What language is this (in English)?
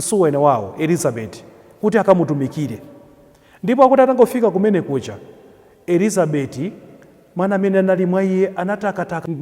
Nyanja